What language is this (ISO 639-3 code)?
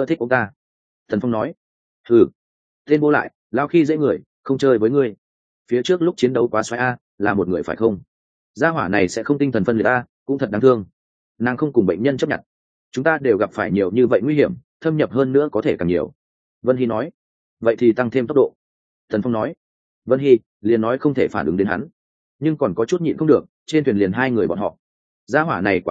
vie